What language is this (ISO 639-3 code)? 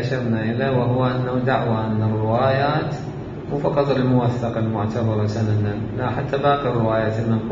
acm